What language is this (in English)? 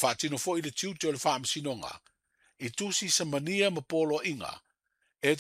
Samoan